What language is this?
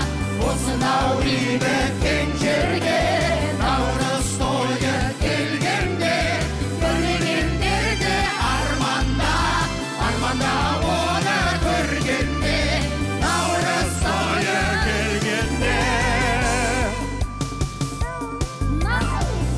Kazakh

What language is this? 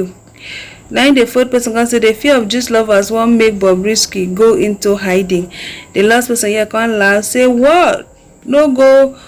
Nigerian Pidgin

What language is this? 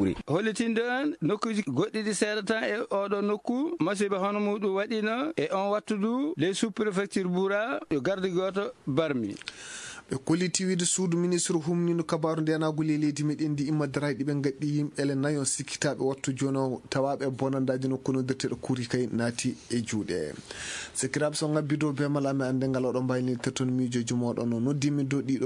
Fula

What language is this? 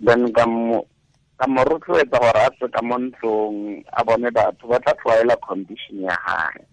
Tswana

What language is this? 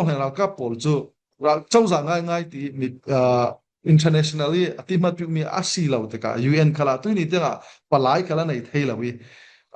Falam Chin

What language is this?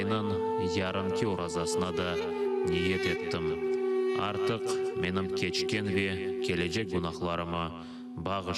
Crimean Tatar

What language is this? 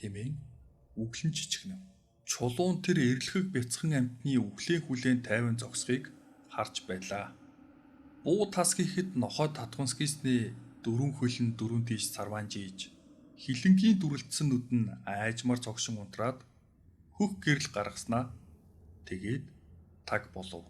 Mongolian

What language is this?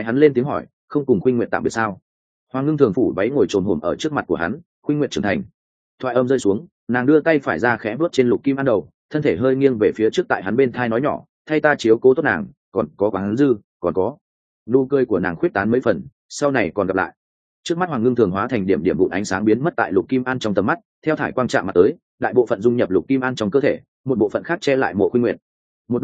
Vietnamese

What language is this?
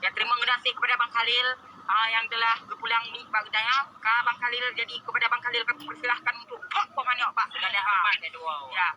Achinese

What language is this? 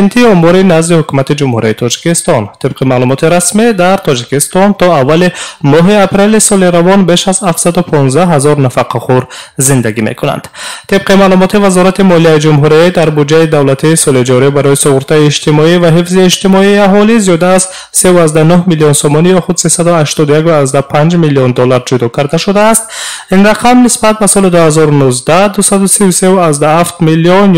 Tajik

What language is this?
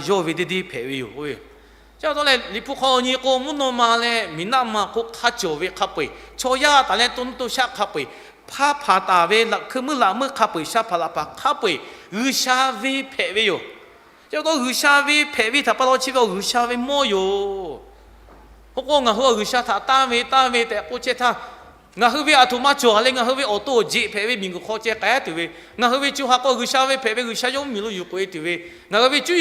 Lahu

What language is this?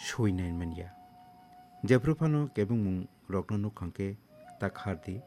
Kok Borok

